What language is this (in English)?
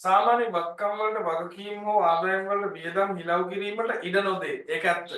Sinhala